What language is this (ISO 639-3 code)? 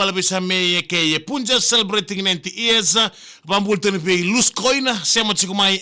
fij